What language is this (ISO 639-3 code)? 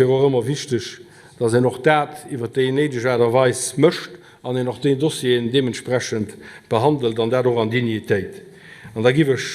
ltz